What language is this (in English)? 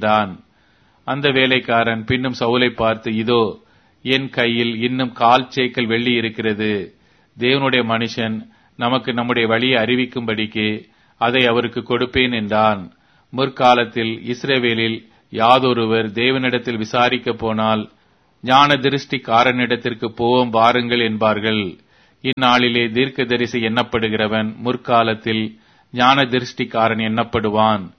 Tamil